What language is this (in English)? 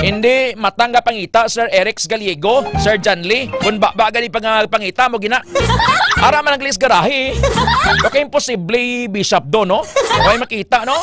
Hiligaynon